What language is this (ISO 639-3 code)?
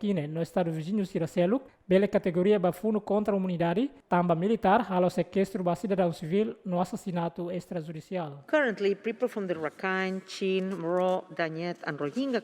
tet